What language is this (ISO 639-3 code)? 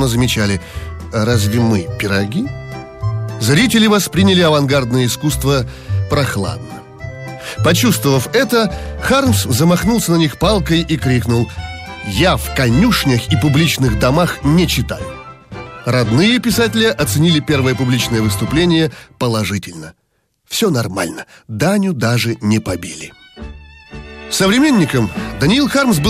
rus